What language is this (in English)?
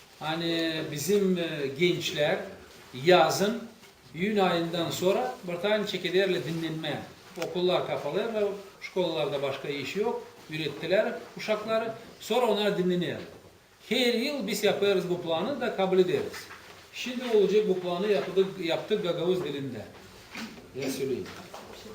Gagauz